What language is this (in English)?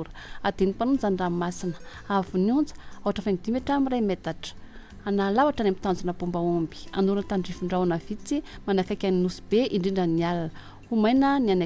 Malagasy